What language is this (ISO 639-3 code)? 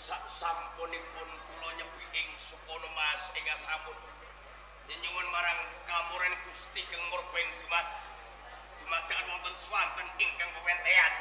jav